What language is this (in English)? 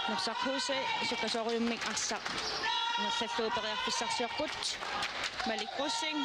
Kalaallisut